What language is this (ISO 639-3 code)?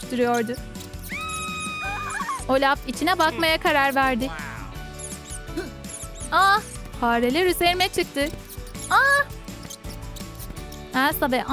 tur